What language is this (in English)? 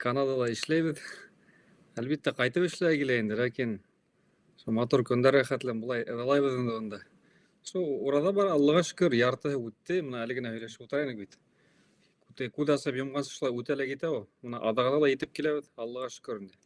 Bashkir